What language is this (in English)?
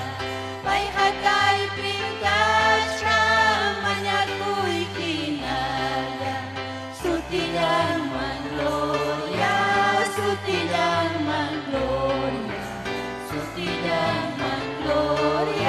Ayacucho Quechua